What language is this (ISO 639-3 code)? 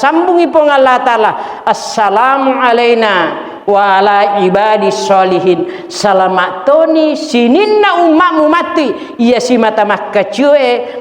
bug